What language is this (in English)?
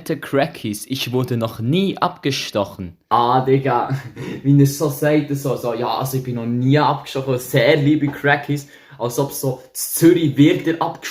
Swiss German